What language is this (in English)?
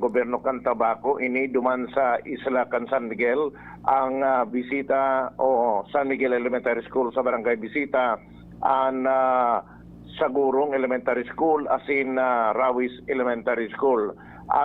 Bikol